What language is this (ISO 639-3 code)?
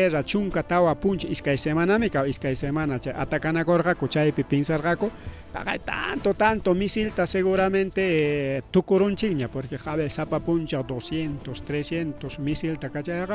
quy